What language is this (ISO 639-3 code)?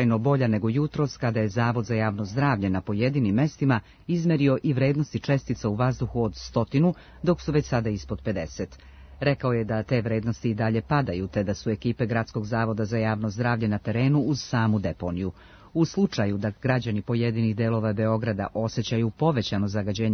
srp